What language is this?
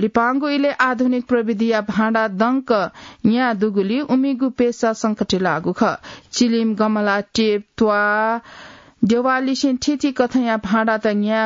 Newari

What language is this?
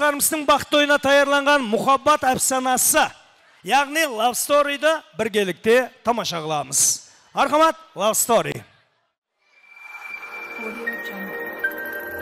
Kara-Kalpak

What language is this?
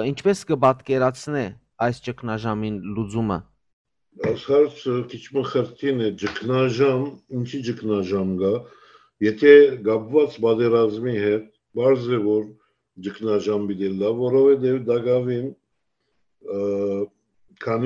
Western Armenian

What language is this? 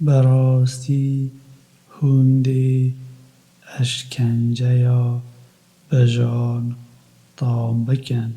Kurdish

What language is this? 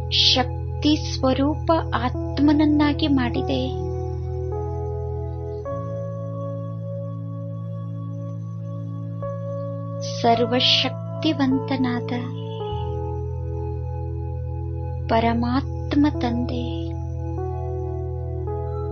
Kannada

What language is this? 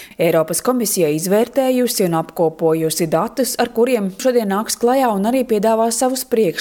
Latvian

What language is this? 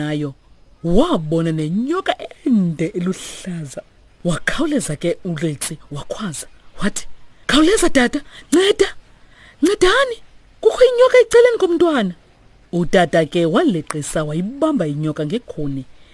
Xhosa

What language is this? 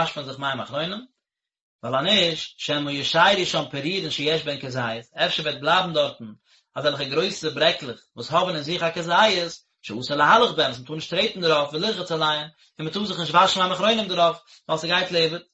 Yiddish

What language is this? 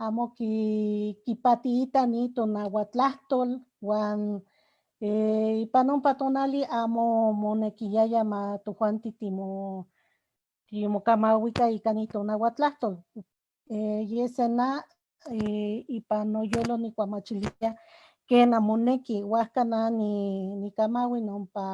Eastern Huasteca Nahuatl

